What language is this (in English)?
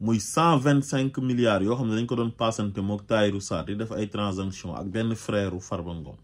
Wolof